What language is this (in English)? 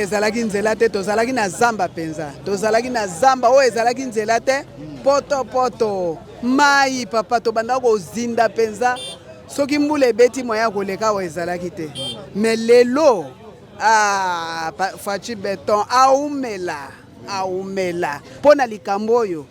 Lingala